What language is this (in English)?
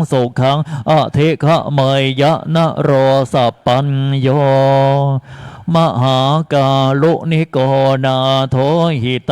Pali